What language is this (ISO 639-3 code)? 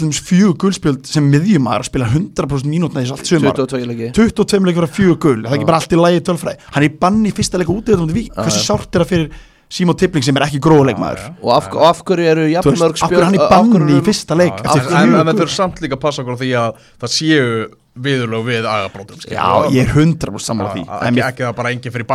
isl